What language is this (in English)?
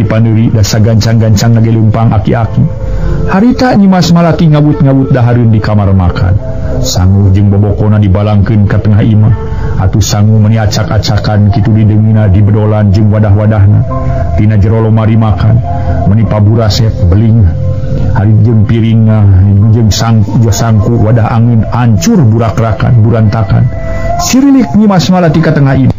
Sundanese